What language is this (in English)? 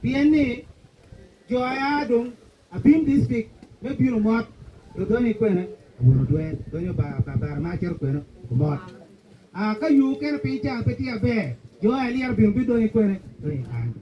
Acoli